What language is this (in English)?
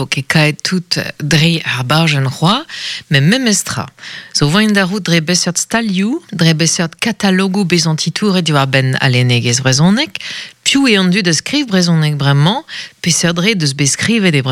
Breton